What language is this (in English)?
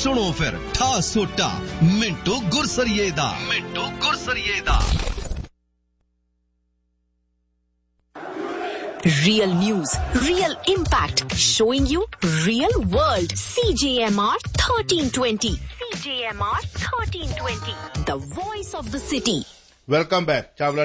Punjabi